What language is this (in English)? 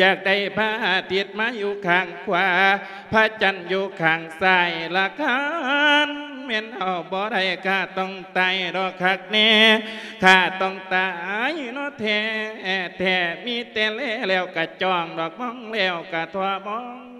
Lao